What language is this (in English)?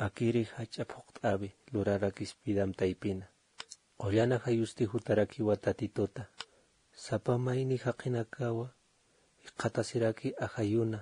Aymara